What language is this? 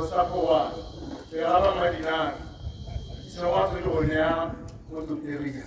Tswana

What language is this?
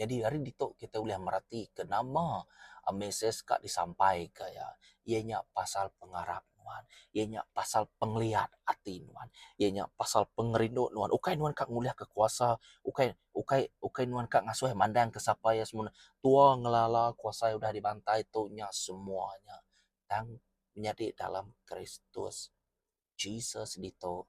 Iban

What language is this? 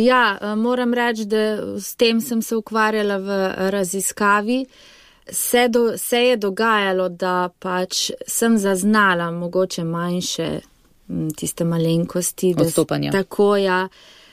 Slovenian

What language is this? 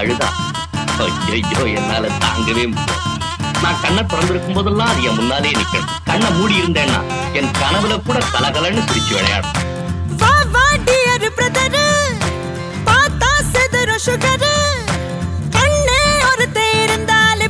Tamil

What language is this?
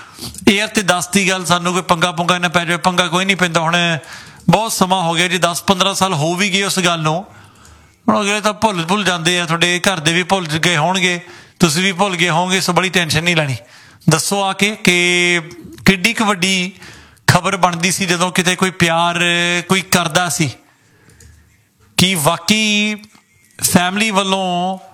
Punjabi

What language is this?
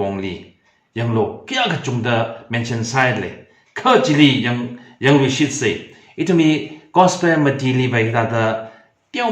Tangkhul Naga (India)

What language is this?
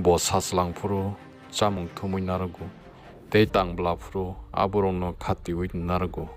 Kok Borok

